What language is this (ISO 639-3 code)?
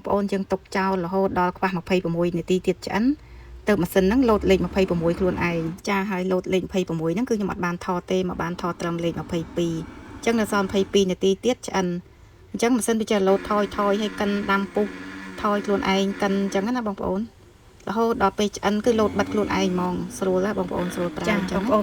khm